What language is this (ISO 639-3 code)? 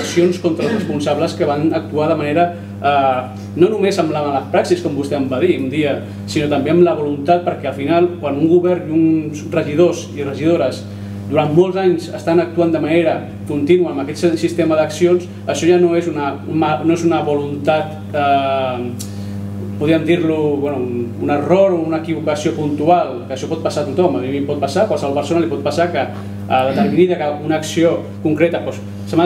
cat